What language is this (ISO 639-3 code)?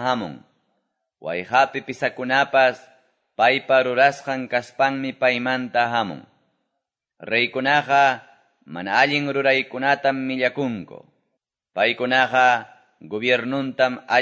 que